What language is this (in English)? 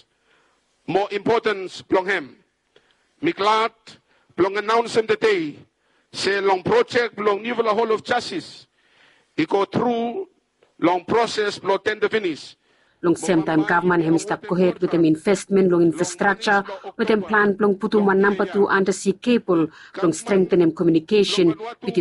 Bislama